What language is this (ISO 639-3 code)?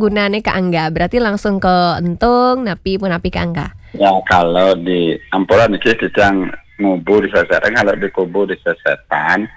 ban